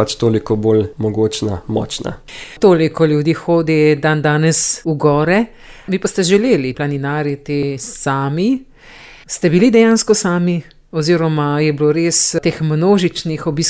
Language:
Slovenian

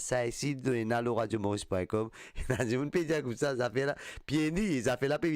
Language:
Morisyen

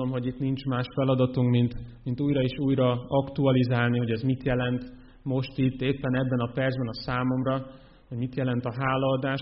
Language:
Hungarian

